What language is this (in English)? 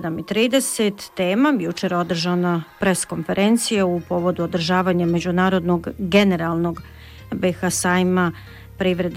Bosnian